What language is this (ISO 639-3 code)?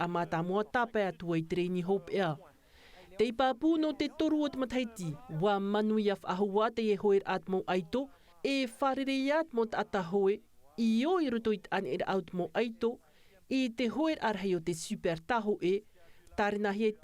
tah